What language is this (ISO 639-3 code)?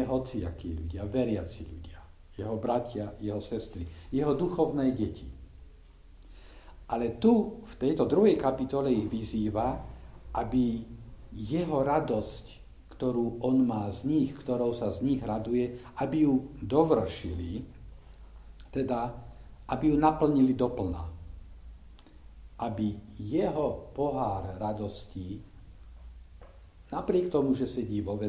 slk